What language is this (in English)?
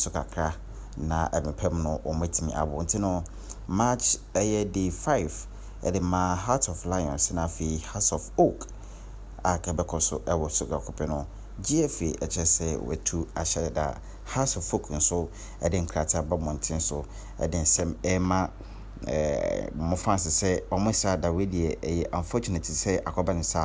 Akan